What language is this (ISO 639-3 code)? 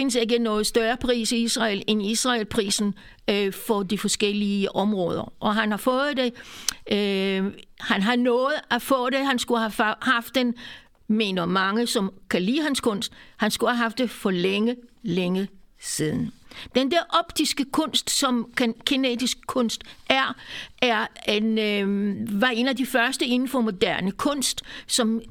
dan